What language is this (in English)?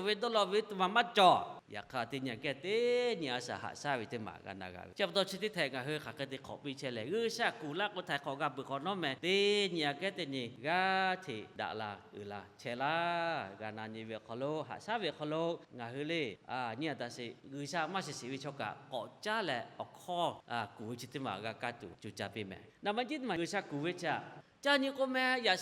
Lahu